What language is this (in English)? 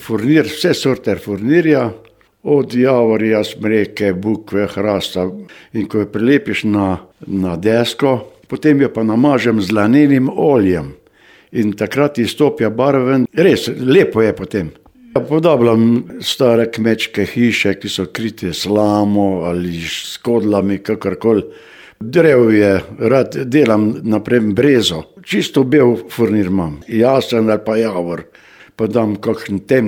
Slovenian